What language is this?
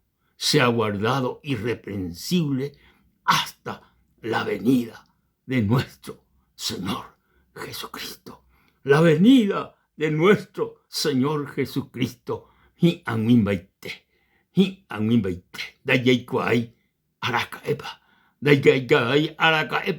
Guarani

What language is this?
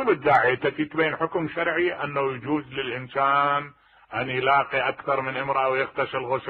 Mesopotamian Arabic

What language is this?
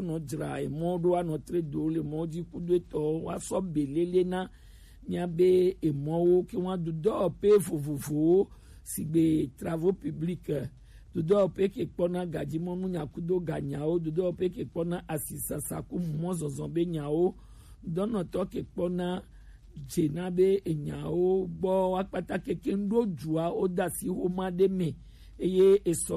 Gen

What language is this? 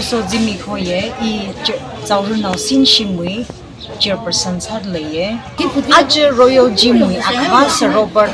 Tangkhul Naga (India)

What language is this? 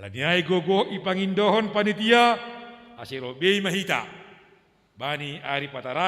Batak Simalungun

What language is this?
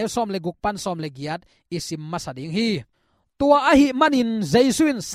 Tedim Chin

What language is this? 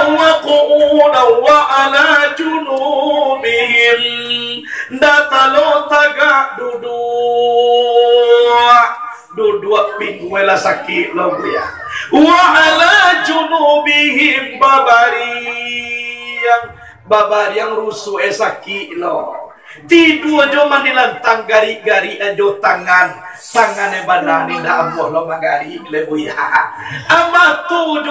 Minangkabau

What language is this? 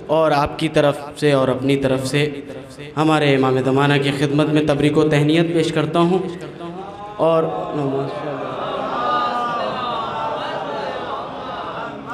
Urdu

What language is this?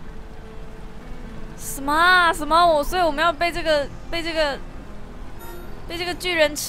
Chinese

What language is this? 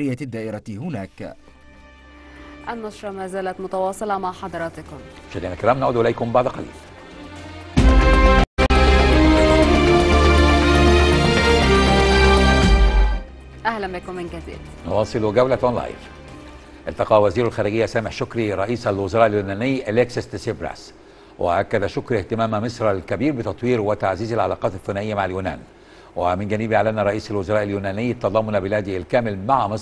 Arabic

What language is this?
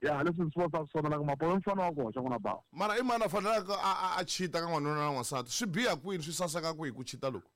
Tsonga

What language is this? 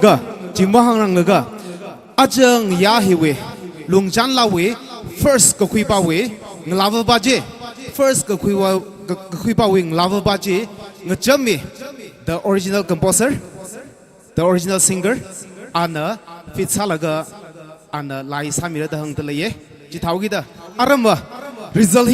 Tangkhul Naga (India)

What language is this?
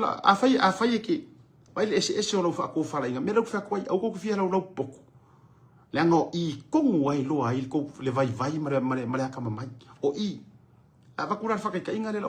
Samoan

